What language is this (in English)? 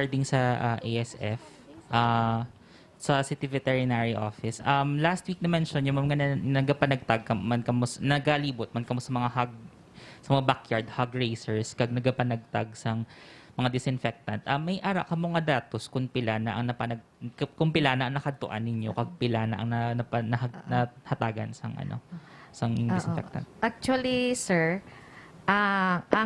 Hiligaynon